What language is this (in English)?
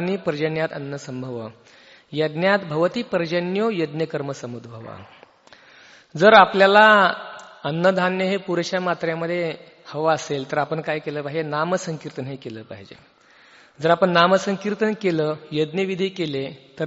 Marathi